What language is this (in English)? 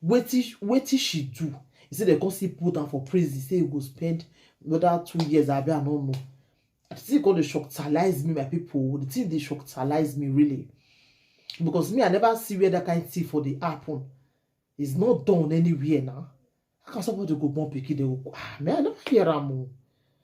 Nigerian Pidgin